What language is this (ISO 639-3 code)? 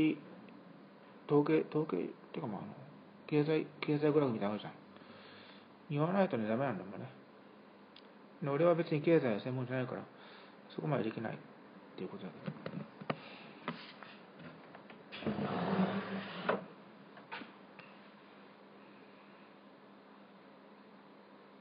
jpn